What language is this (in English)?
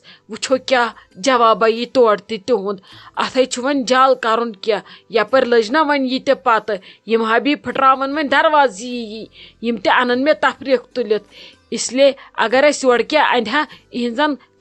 Kashmiri